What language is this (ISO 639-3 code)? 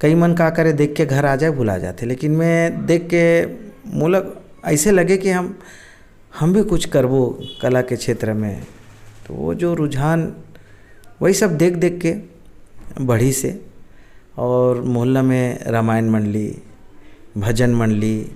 hne